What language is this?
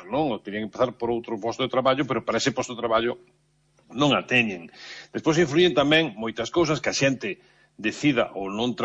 Galician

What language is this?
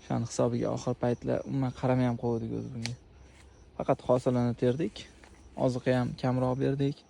Uzbek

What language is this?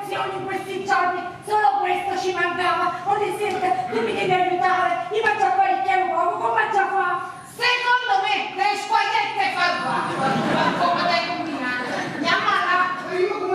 Neapolitan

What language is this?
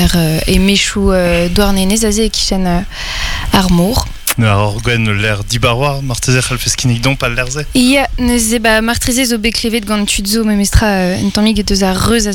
Breton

